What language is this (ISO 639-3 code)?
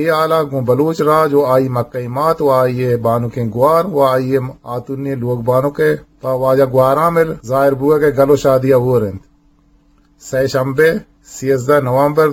bgp